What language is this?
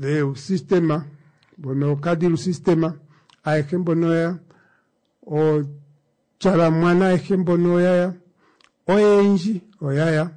Kuanyama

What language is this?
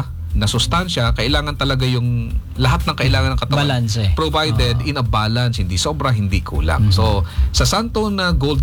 Filipino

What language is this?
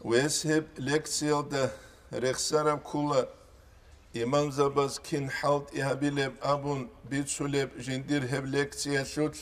Avaric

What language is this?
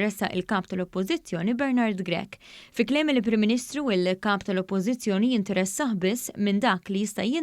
Maltese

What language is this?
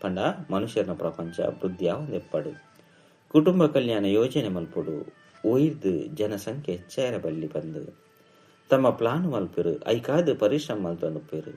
Tulu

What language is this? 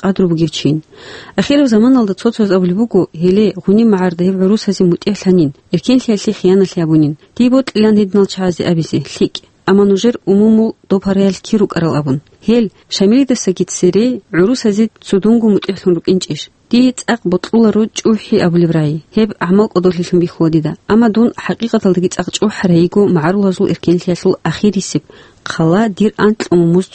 Avaric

